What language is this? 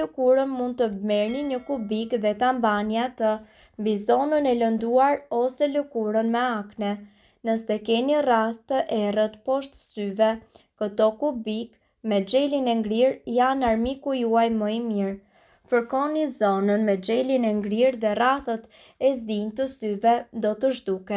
Albanian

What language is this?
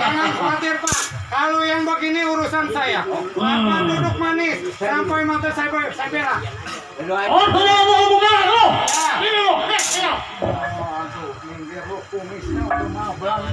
Betawi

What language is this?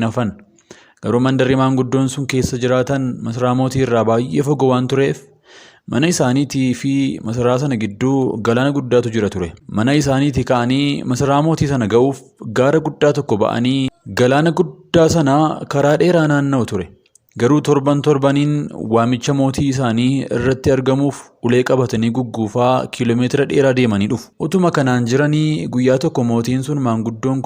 Oromo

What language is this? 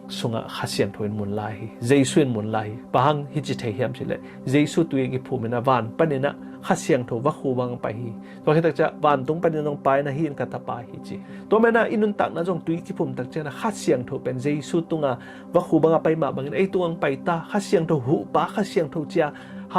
Tedim Chin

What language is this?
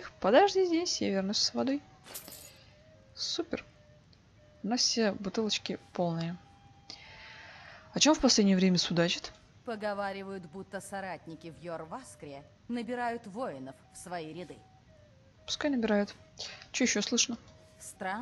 Russian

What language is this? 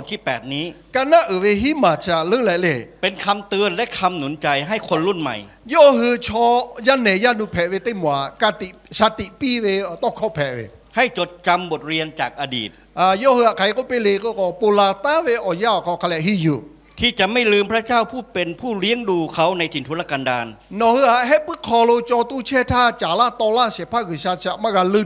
Lahu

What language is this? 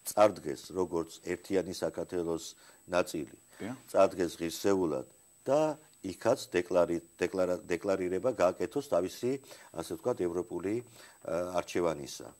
Georgian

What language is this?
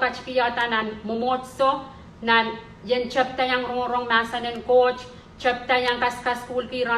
Pohnpeian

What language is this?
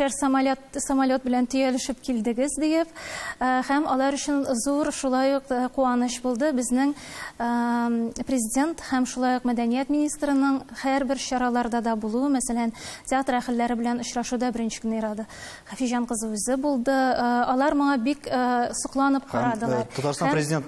Tatar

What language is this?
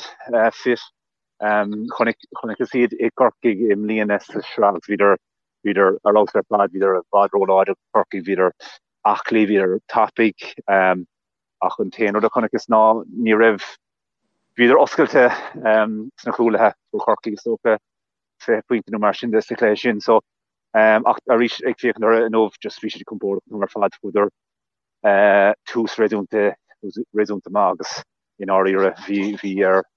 Irish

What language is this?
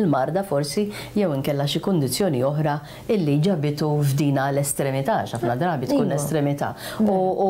Maltese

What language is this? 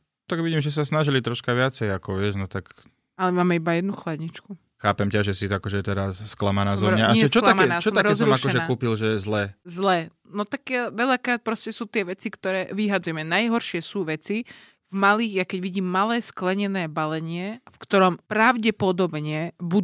Slovak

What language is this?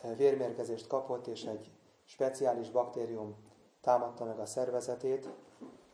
Hungarian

